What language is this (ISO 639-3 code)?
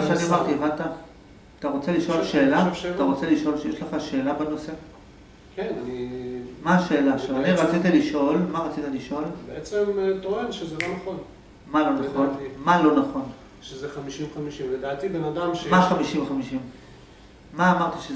heb